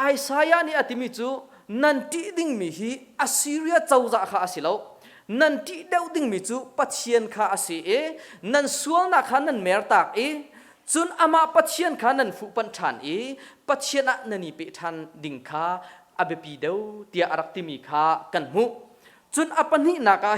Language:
Hakha Chin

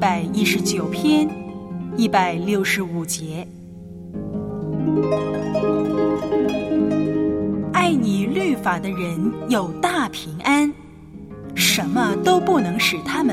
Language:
Chinese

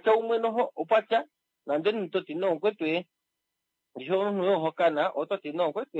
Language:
Kuanyama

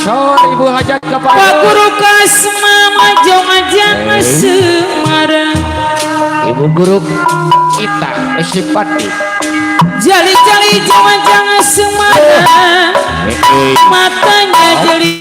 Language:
Betawi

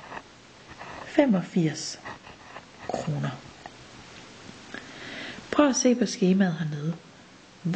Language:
Danish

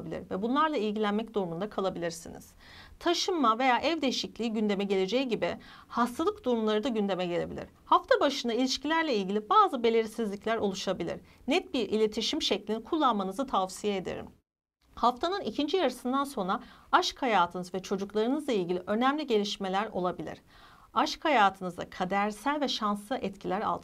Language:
Turkish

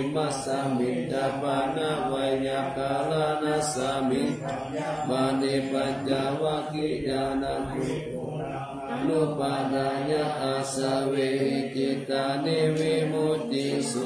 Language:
Pali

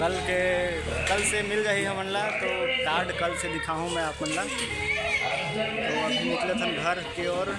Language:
Chhattisgarhi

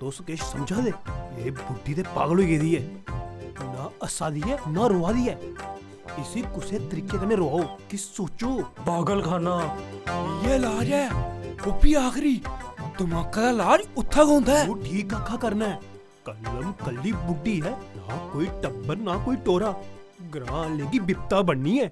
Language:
Dogri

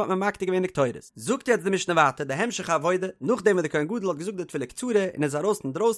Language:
Yiddish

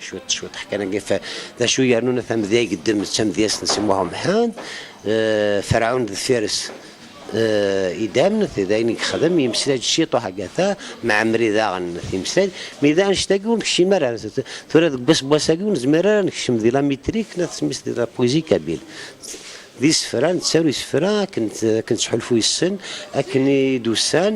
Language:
Kabyle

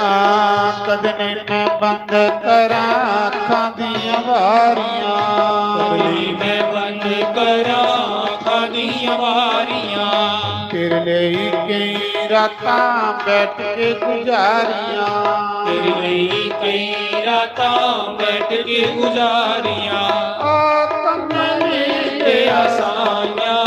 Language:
Dogri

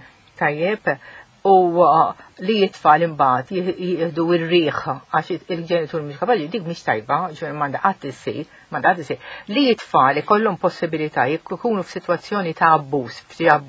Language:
Maltese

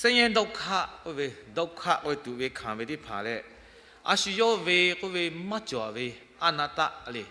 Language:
Lahu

